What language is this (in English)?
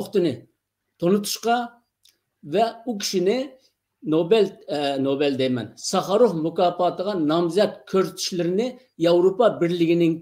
Uyghur